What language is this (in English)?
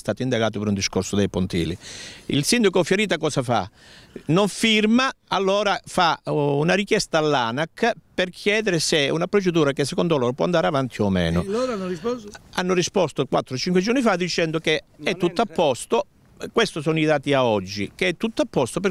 Italian